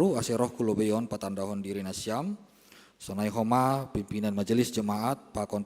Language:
Batak Simalungun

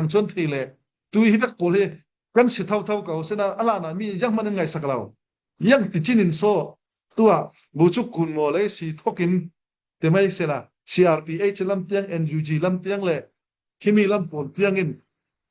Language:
Falam Chin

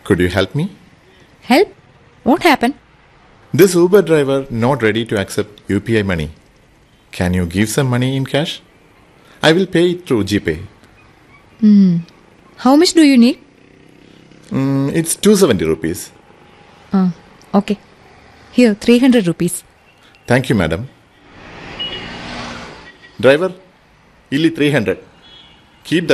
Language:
Malayalam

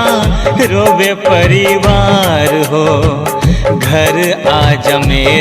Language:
Angika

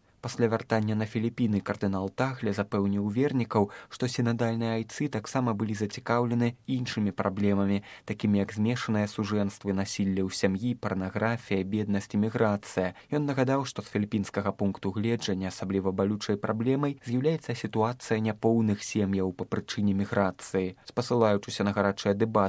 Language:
Belarusian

